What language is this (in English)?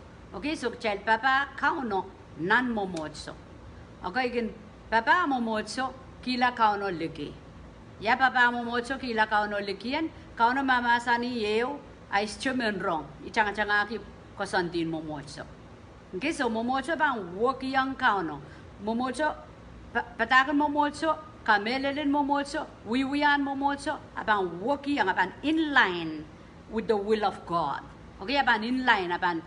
Pohnpeian